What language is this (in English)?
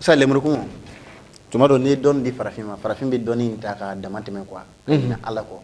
Bambara